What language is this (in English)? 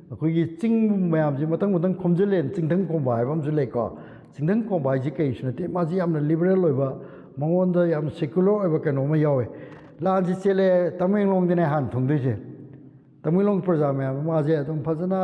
Manipuri